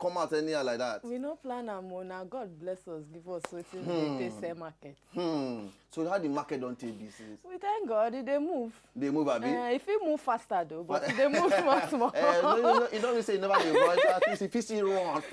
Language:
Nigerian Pidgin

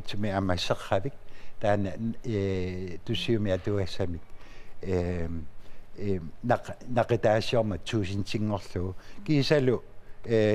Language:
Kalaallisut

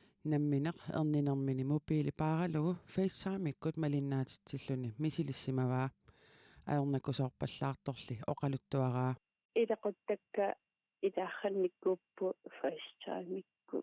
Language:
Kalaallisut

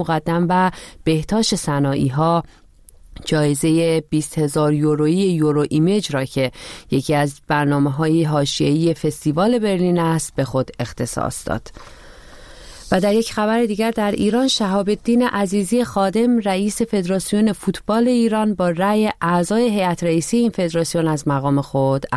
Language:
Persian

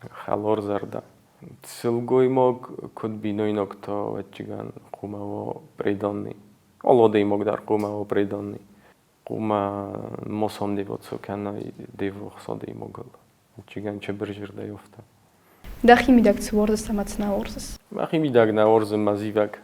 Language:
Ossetic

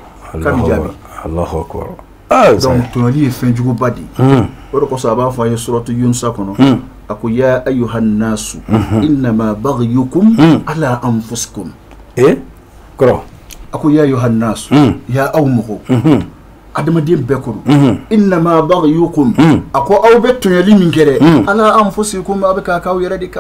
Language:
Bambara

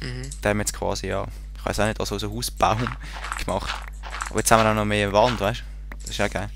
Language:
Swiss German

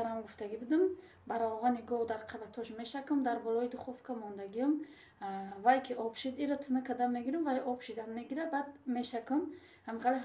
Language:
Tajik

